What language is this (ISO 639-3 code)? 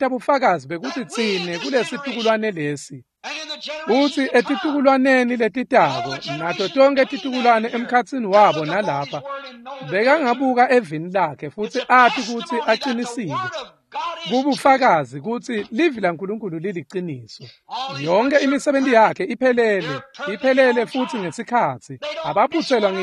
ssw